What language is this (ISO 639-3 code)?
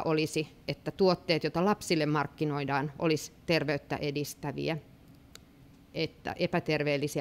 fin